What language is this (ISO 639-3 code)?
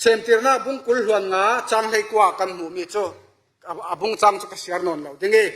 cfm